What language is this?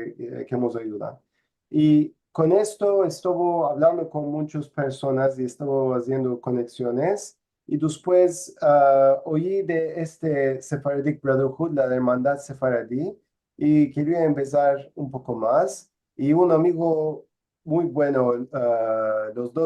Ladino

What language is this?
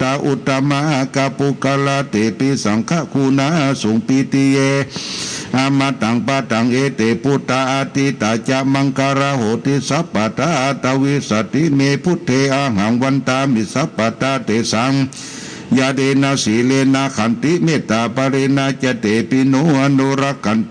Pali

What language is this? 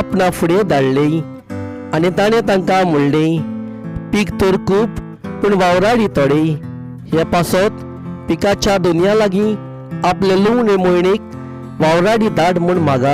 Konkani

